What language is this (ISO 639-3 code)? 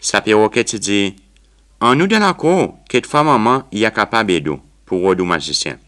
crs